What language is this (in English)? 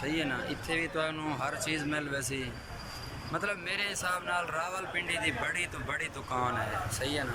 Saraiki